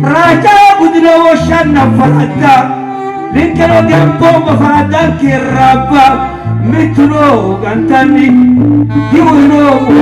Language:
Sidamo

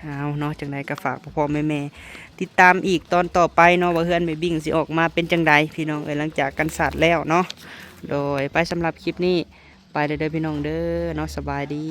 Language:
Lao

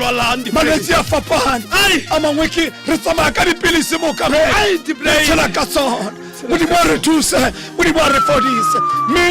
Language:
Tswana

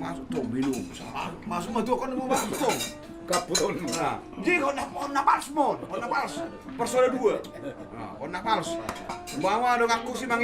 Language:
Batak Toba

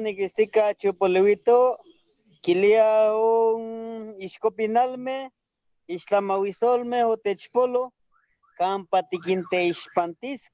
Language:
Eastern Huasteca Nahuatl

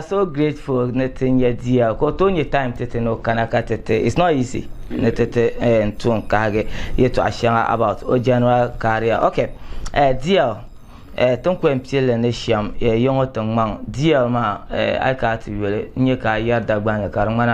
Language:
Dagbani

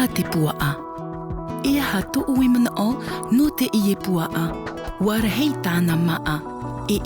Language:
Tahitian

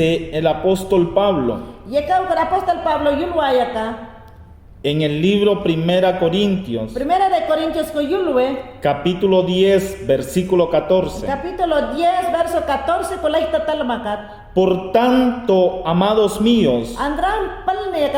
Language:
Mayangna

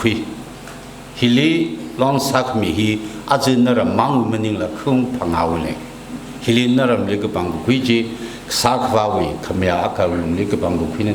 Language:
Tangkhul Naga (India)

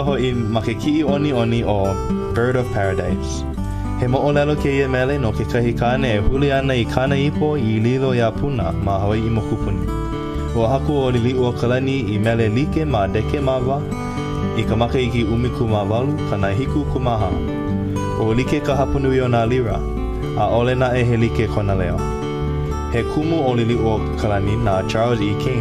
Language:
Hawaiian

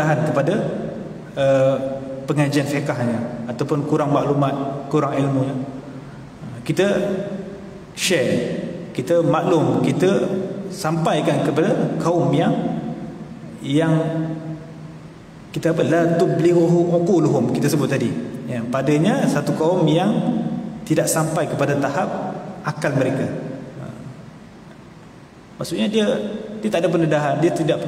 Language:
Malay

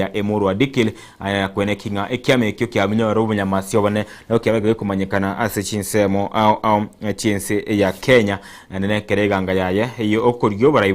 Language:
Gusii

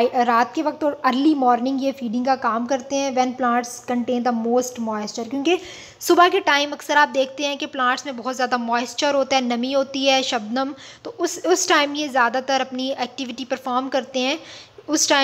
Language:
Hindi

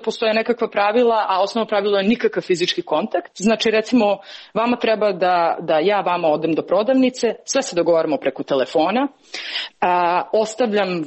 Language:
Serbian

